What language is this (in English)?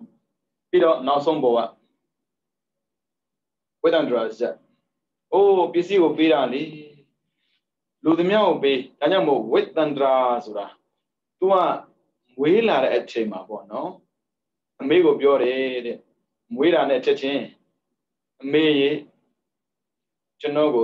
Burmese